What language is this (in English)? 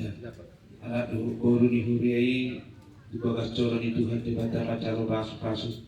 Batak Toba